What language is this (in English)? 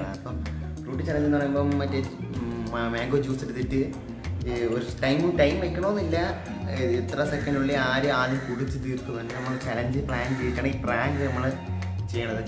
Malayalam